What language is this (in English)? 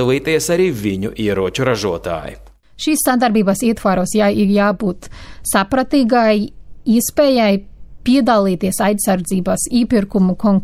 Latvian